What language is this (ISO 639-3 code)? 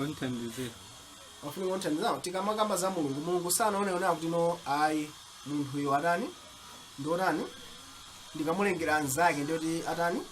nya